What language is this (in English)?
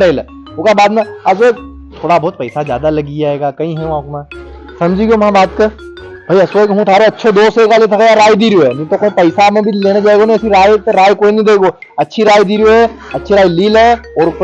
Rajasthani